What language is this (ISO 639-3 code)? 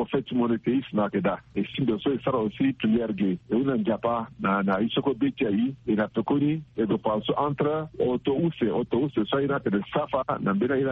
sag